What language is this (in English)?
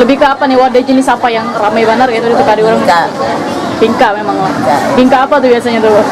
Banjar